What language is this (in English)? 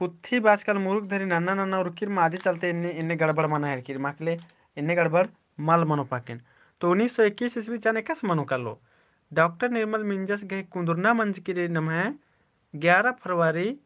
Kurukh